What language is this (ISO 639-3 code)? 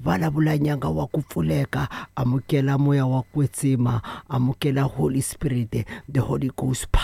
tso